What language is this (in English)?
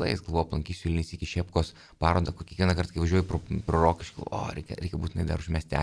Lithuanian